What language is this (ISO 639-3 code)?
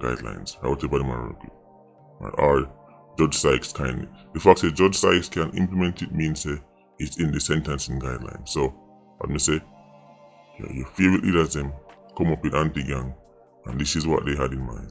jam